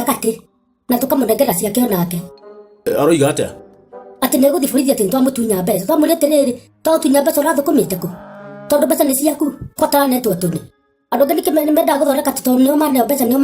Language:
Kikuyu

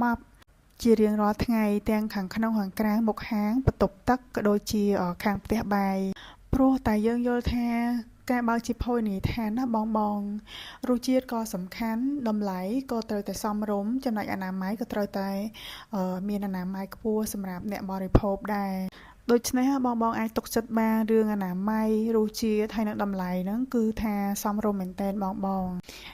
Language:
Khmer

